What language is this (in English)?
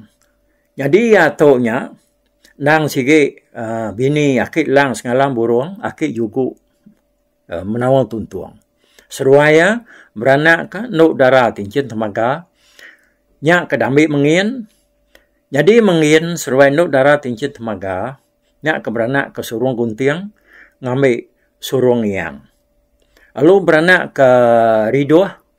Iban